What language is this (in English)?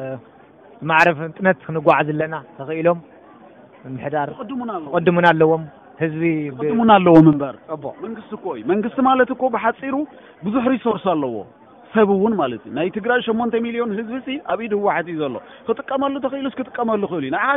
Tigrinya